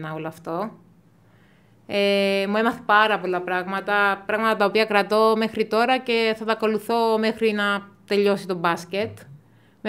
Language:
Greek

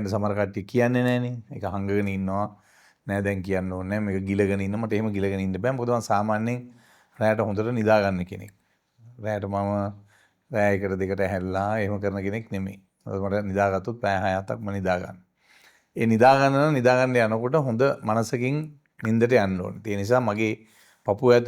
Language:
Sinhala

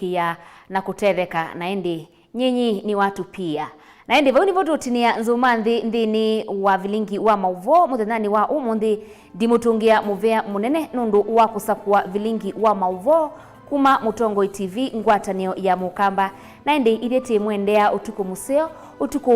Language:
Kamba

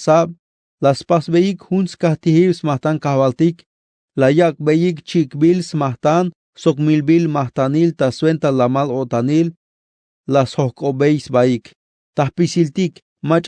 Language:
Tzeltal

